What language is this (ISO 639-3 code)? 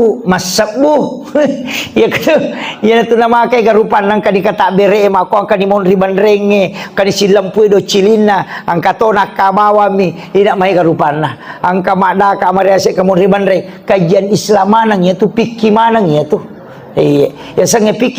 bug